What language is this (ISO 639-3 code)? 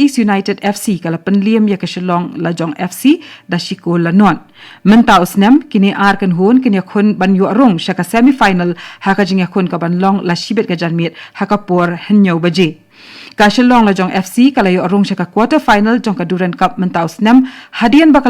kha